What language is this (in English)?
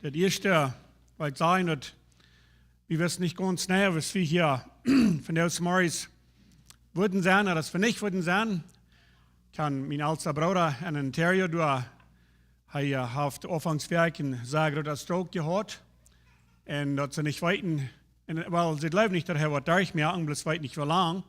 Plautdietsch